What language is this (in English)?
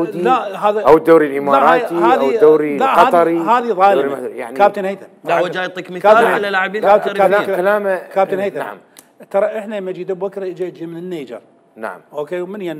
Mesopotamian Arabic